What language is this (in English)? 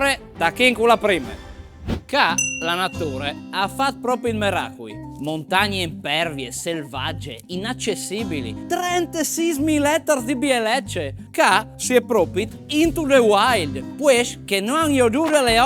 Friulian